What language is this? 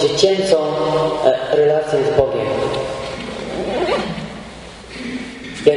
Polish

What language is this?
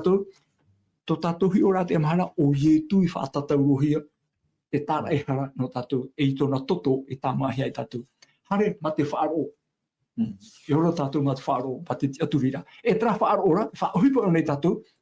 Tahitian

